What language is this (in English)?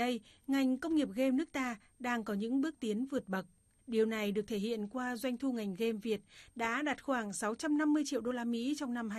Vietnamese